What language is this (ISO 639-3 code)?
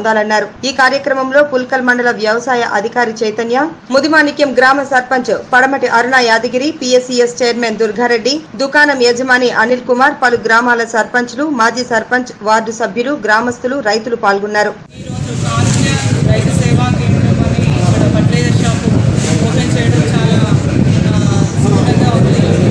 tel